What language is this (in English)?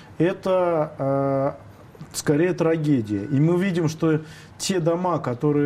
Russian